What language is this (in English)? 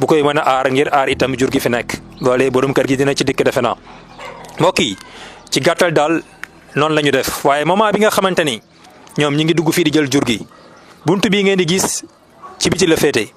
Wolof